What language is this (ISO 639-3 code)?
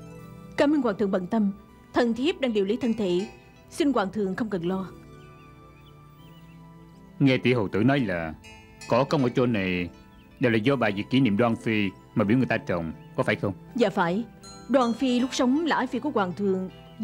vie